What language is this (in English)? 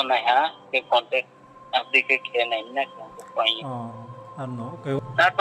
Riang (India)